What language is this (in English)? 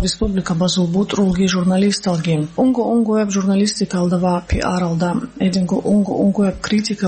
Avaric